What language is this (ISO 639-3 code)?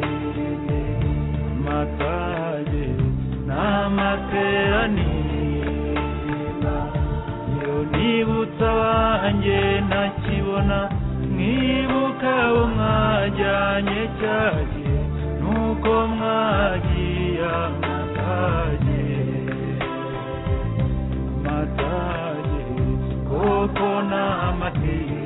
kin